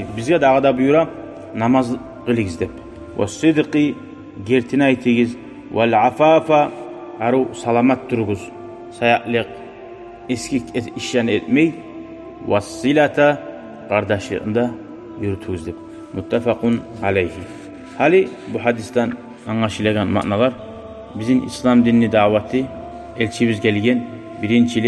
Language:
Kumyk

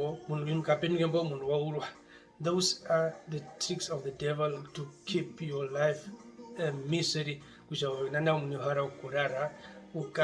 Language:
Herero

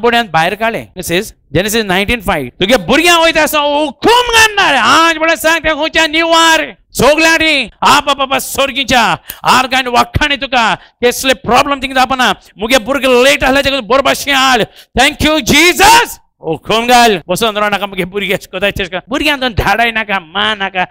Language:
Konkani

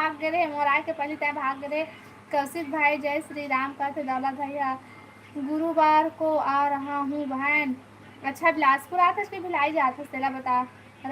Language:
Chhattisgarhi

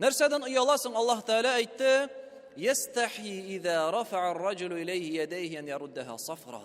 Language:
Tatar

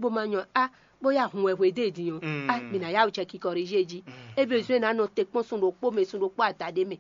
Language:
Fon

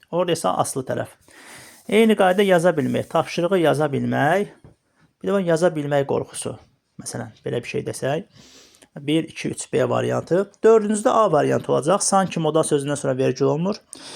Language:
Azerbaijani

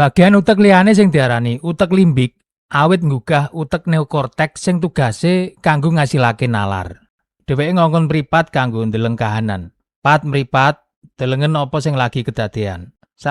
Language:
Javanese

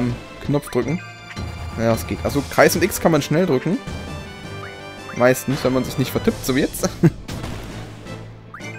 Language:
German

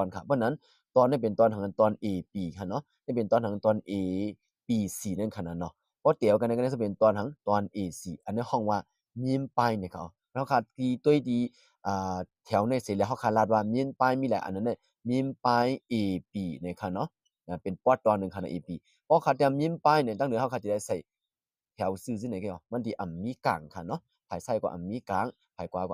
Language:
Shan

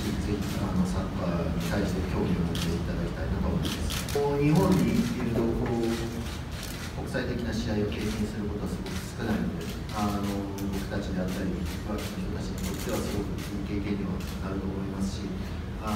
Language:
Japanese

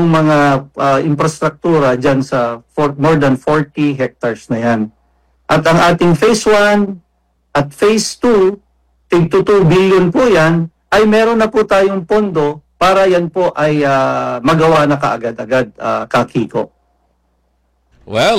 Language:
Filipino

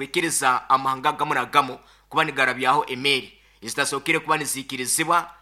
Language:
Nyankole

